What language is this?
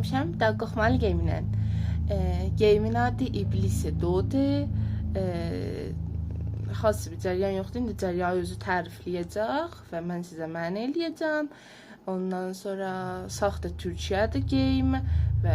South Azerbaijani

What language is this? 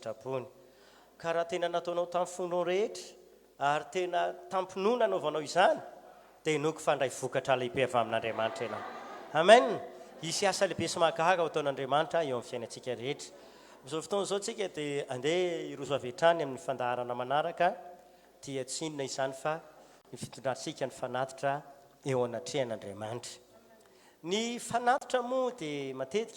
Malagasy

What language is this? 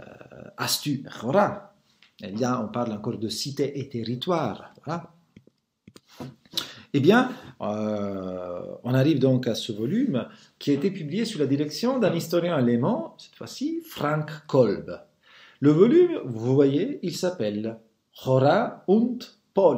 French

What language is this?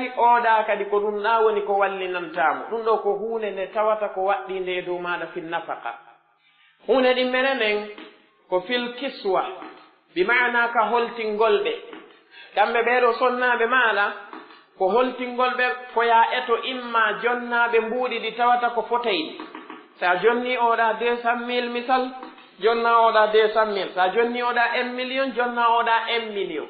Pular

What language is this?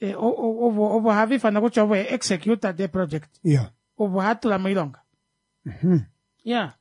Kuanyama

